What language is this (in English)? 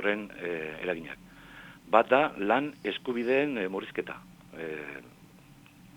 Basque